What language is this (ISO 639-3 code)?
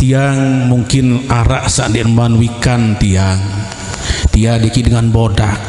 sas